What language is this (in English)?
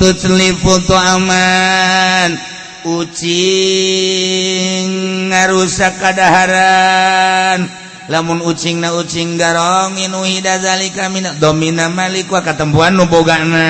Sundanese